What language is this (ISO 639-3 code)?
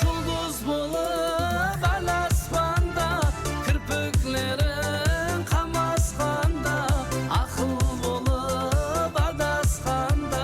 kaa